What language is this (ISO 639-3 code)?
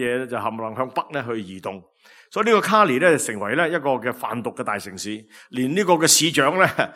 yue